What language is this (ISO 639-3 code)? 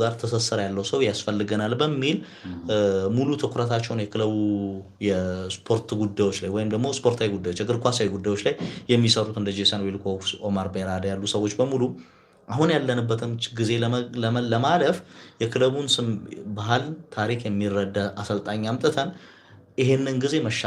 amh